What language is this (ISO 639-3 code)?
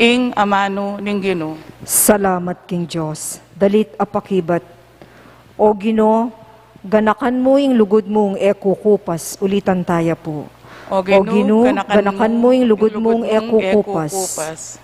pam